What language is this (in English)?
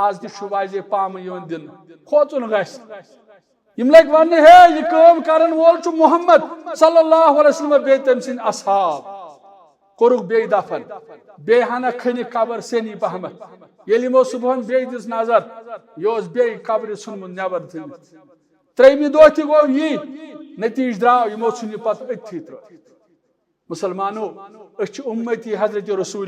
Kashmiri